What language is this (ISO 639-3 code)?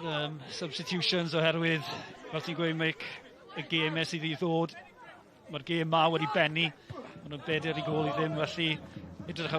cym